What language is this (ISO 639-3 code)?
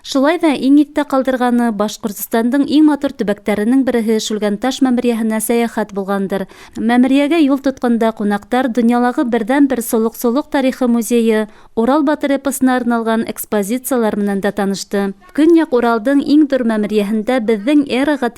bak